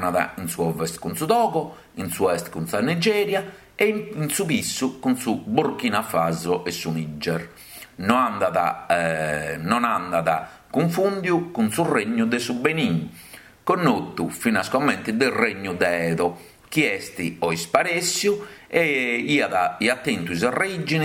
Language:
Sardinian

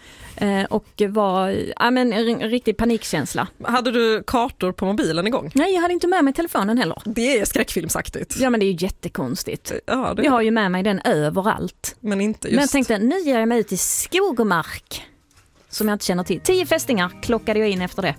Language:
Swedish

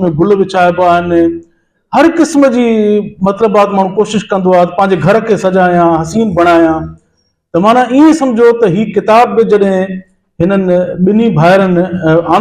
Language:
Sindhi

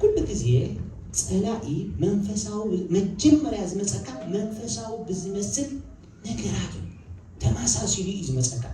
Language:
Tigrinya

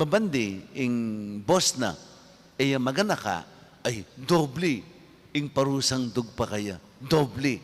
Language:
Pampanga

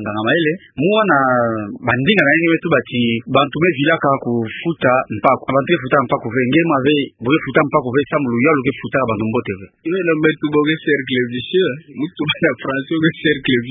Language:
Kituba (Democratic Republic of Congo)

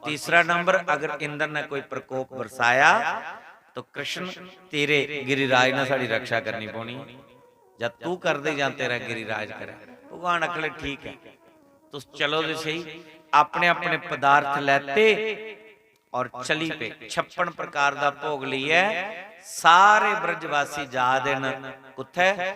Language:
Dogri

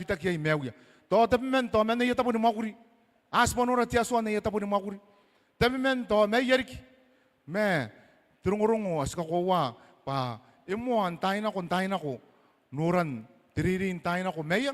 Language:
Gilbertese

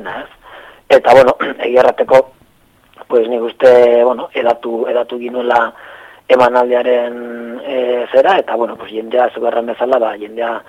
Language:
Basque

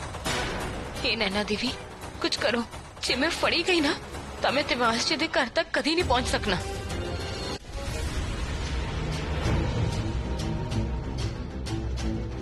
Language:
Punjabi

